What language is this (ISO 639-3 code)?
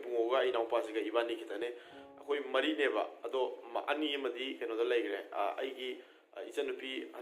mni